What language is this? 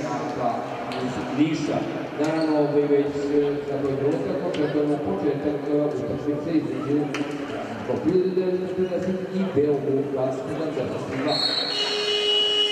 Serbian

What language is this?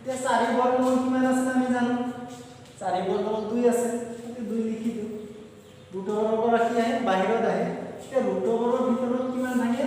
Assamese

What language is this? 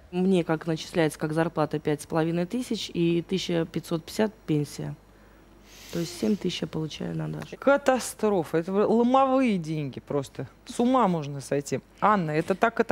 Russian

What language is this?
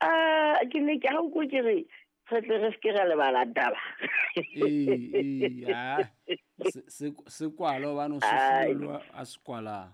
Southern Sotho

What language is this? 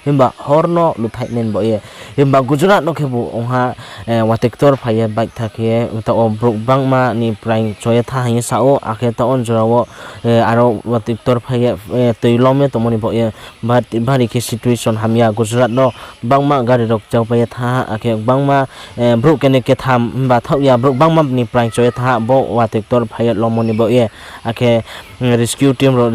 Riang (India)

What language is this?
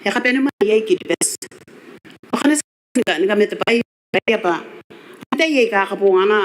Gilbertese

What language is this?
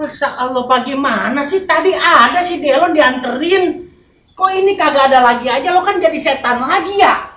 Betawi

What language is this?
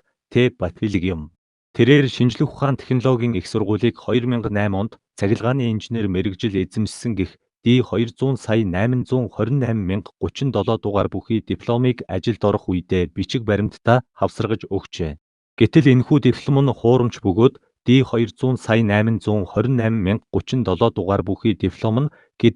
Mongolian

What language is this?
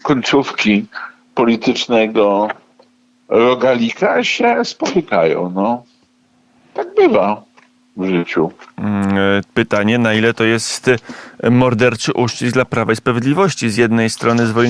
Polish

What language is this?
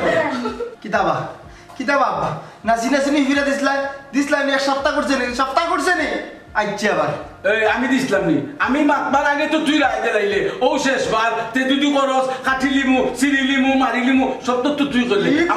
Sylheti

